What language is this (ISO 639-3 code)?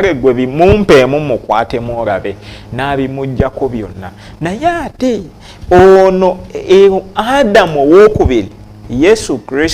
lug